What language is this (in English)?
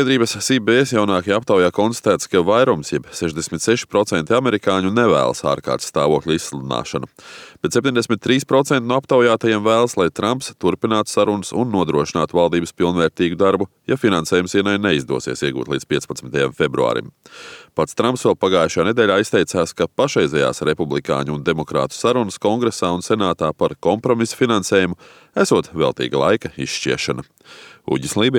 Latvian